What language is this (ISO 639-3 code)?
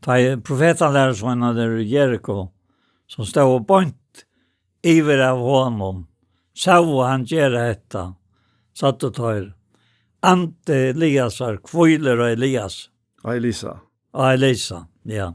fao